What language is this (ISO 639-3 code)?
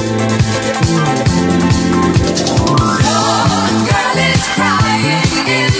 fra